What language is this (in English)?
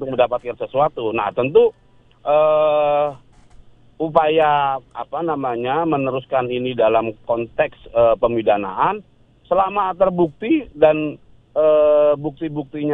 Indonesian